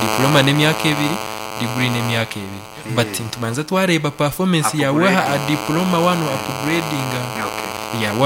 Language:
Nyankole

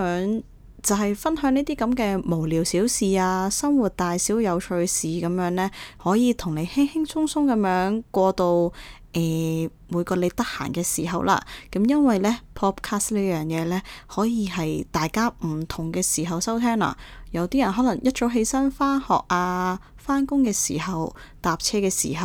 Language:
Cantonese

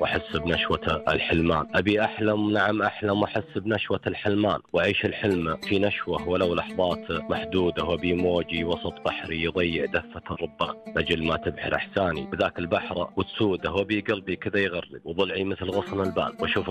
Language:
Najdi Arabic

